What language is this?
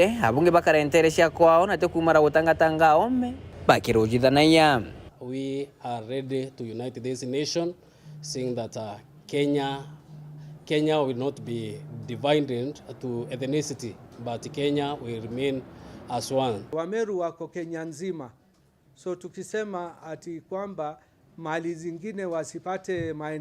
Meru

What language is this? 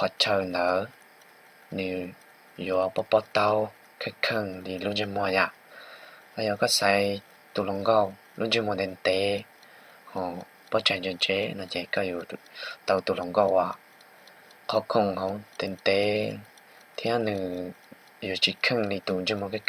Hmong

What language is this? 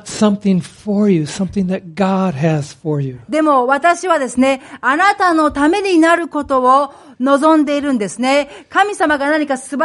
Japanese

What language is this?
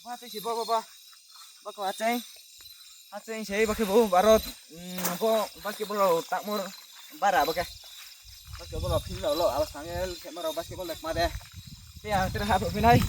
Riang (India)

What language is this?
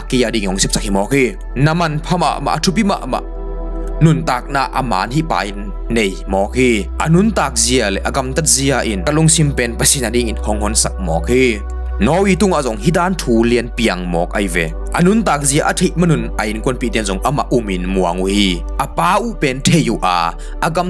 Tedim Chin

